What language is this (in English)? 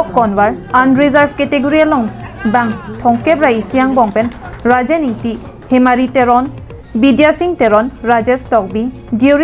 Karbi